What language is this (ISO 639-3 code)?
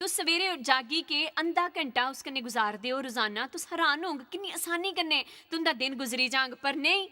doi